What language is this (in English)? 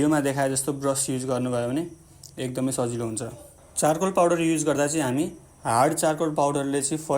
Nepali